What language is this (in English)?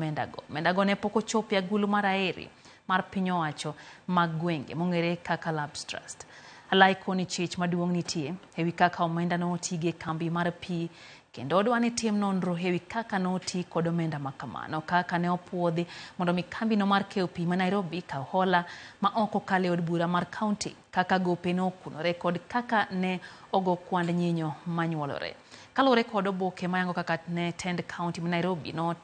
Luo (Kenya and Tanzania)